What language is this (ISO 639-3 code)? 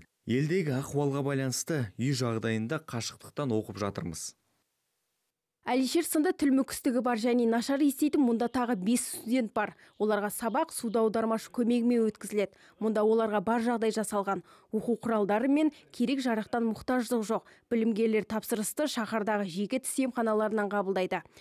kaz